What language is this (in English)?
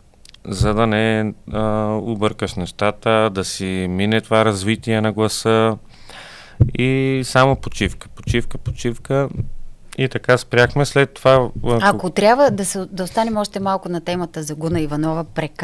Bulgarian